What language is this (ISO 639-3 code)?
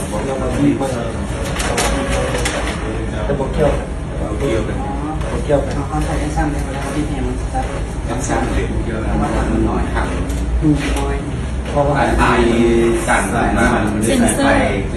lao